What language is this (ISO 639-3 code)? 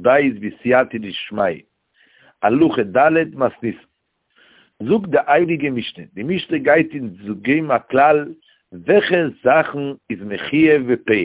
yid